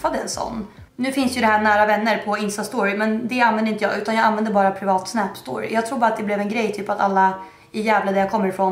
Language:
Swedish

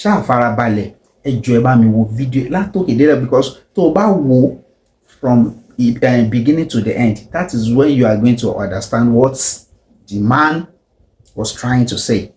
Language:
Yoruba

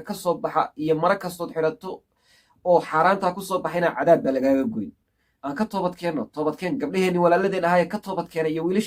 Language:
Somali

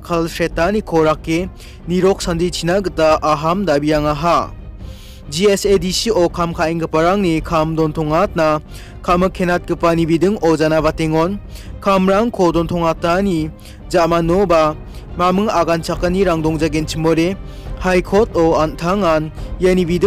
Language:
Garo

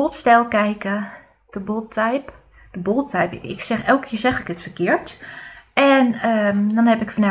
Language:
Dutch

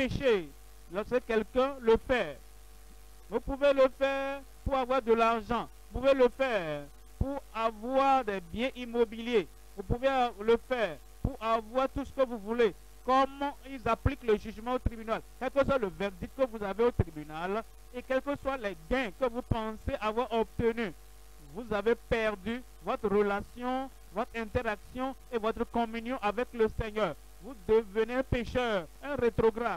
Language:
French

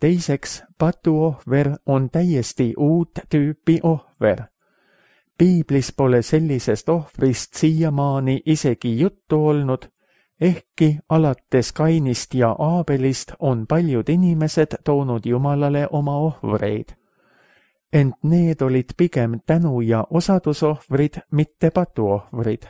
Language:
Estonian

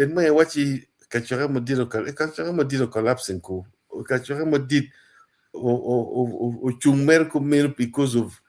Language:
Acoli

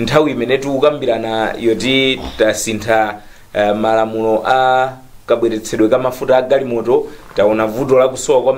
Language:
Nyanja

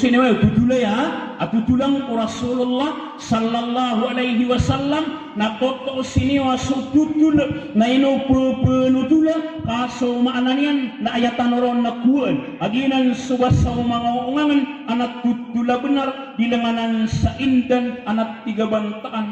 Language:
Maranao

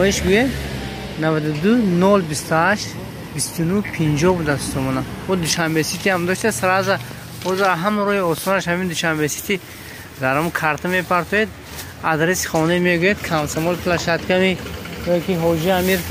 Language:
Tajik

